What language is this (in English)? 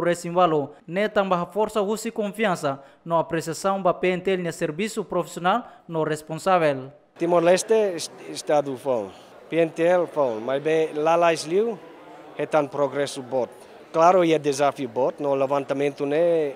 Tetum